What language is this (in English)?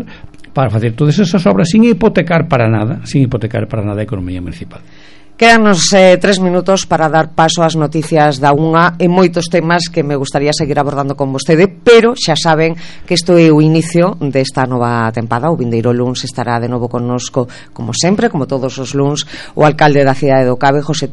Galician